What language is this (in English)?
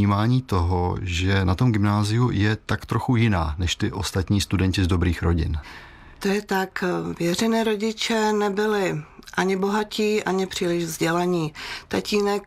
Czech